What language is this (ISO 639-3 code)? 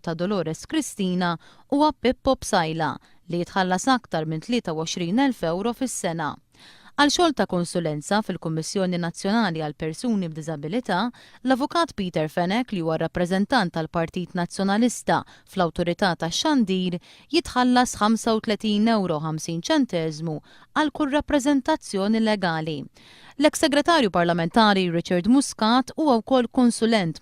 mlt